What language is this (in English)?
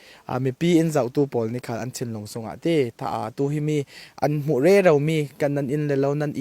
Falam Chin